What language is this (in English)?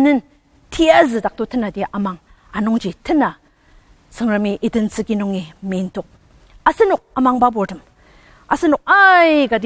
Ao Naga